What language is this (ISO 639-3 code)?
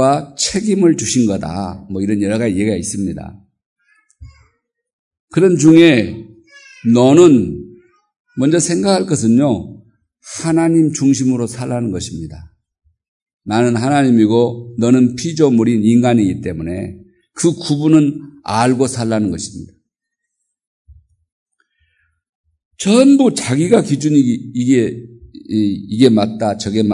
kor